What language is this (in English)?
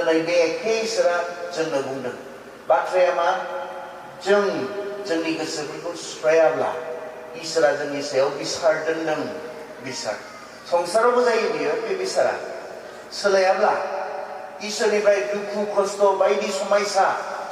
Bodo